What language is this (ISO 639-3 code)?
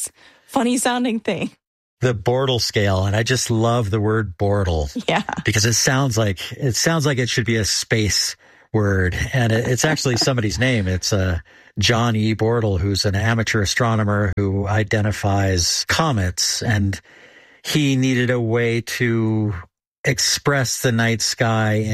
eng